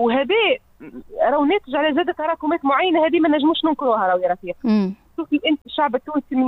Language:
Tunisian Arabic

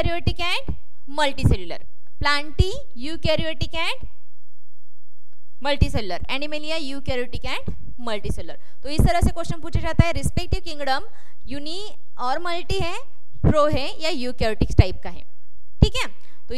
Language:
Hindi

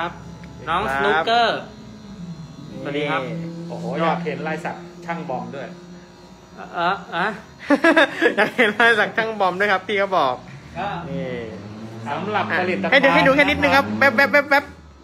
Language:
Thai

